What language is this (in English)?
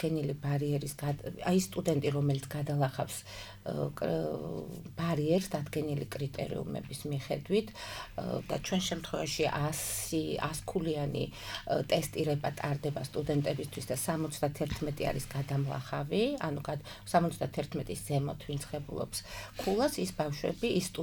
Georgian